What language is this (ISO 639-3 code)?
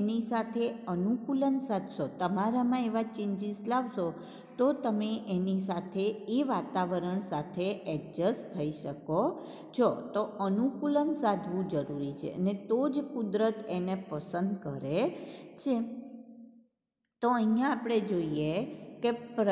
guj